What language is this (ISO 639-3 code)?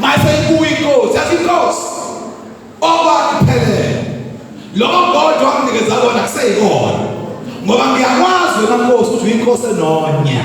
zul